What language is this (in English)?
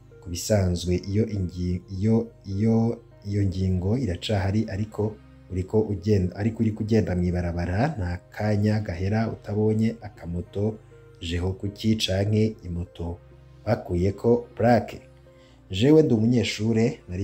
Rundi